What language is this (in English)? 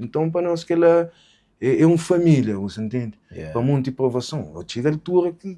Kabuverdianu